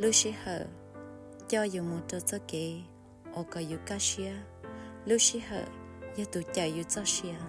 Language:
Hmong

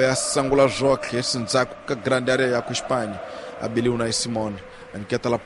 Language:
Tsonga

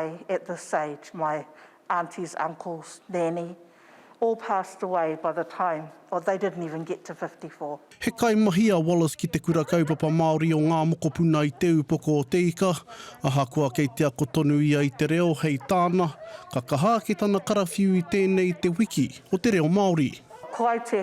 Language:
Māori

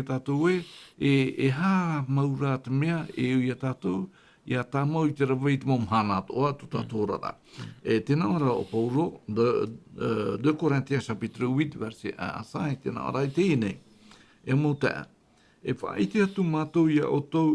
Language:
Tahitian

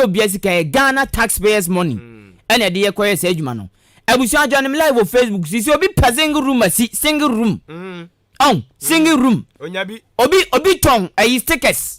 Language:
Akan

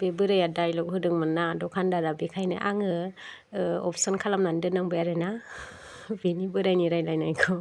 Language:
Bodo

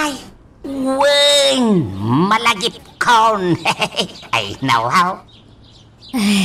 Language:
Iloko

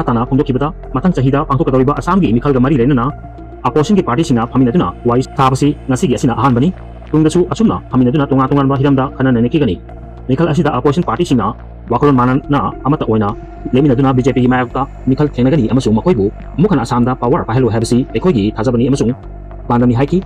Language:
Manipuri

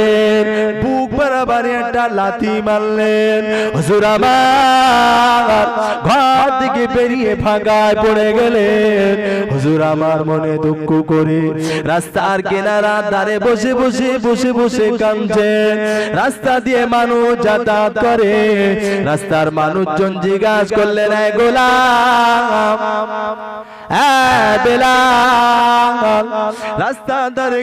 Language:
Bangla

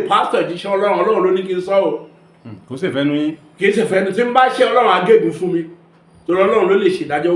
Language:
Yoruba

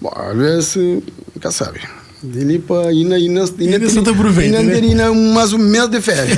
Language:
Kabuverdianu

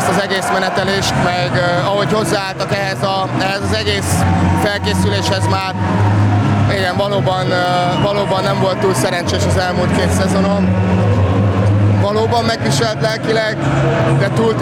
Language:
Hungarian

